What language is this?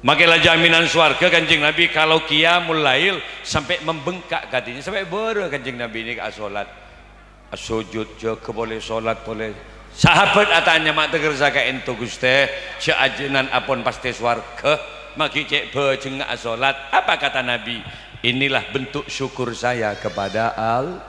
Madurese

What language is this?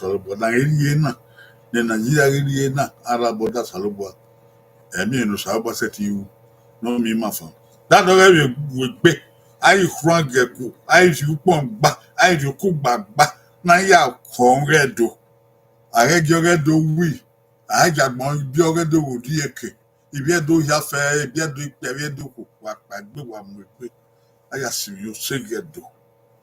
Bini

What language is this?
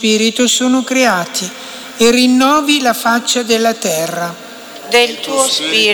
Italian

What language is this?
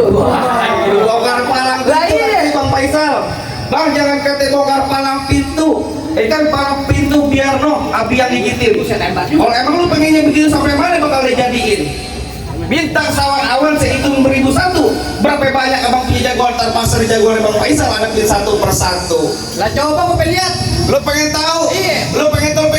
Betawi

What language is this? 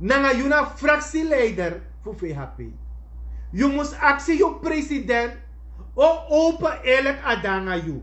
Sranan Tongo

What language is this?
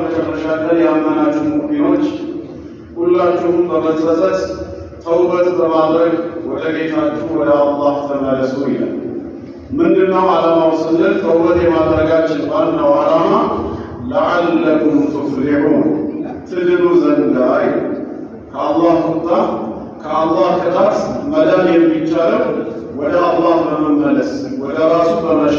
Amharic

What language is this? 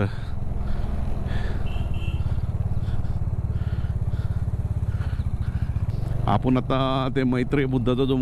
Marathi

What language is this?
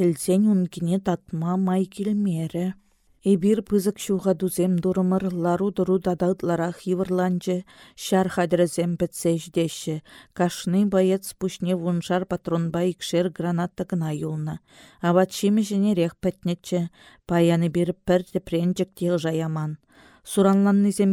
Chuvash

